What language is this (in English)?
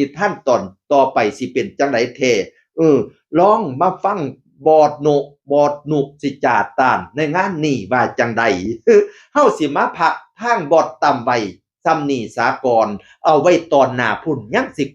Northeastern Thai